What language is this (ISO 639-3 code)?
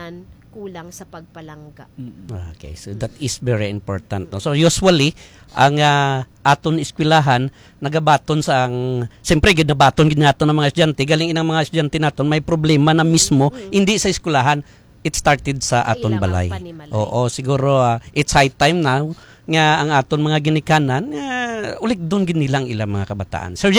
hil